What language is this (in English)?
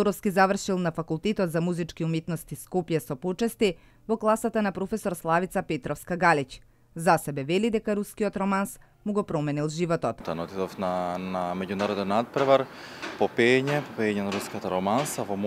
Macedonian